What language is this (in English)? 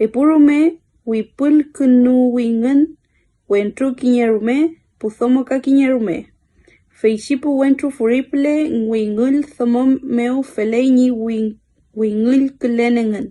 Mapuche